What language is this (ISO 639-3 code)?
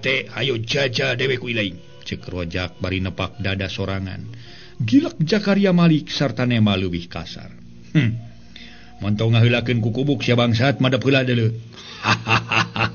sun